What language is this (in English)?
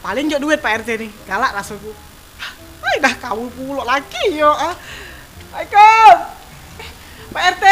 Musi